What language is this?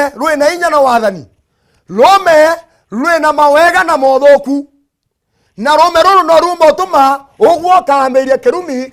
Meru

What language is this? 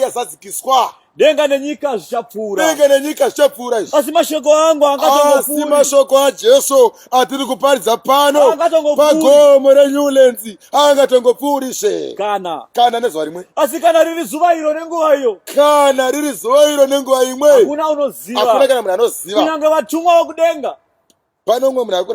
Shona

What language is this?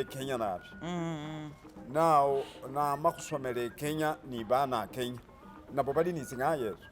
Masaaba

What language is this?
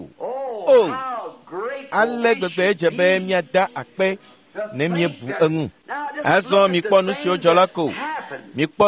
Ewe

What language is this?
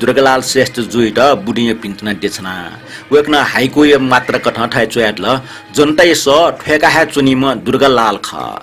Newari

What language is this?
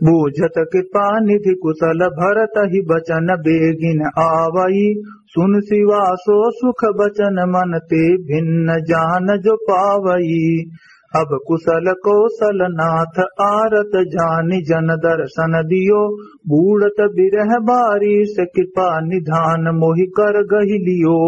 Awadhi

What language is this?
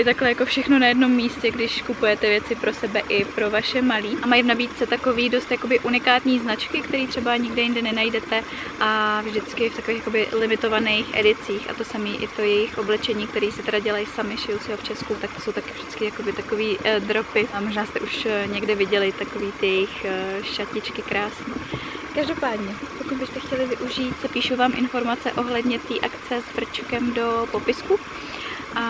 Czech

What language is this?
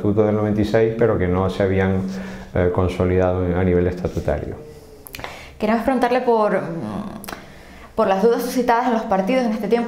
Spanish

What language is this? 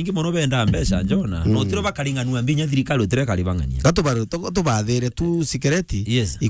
Meru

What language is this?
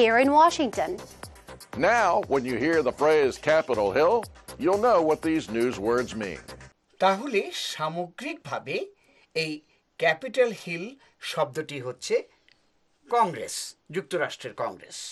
Bangla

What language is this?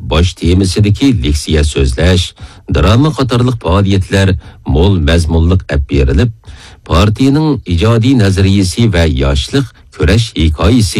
Uyghur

